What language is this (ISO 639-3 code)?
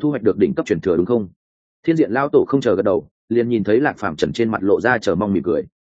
vie